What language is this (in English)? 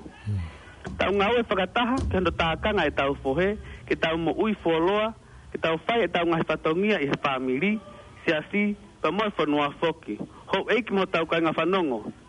Tongan